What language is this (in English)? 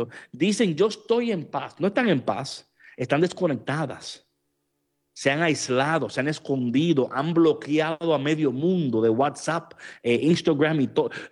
Spanish